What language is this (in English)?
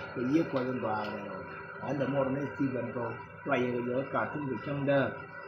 Nuer